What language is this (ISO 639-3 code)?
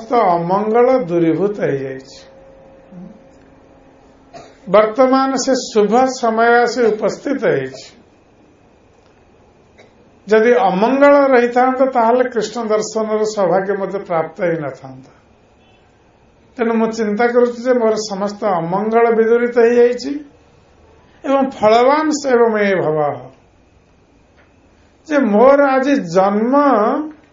ori